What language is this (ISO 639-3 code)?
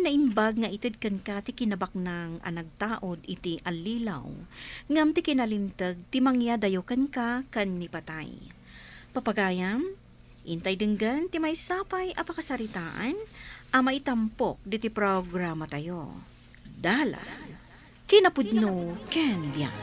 ilo